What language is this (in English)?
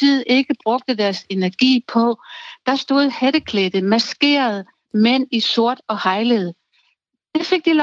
Danish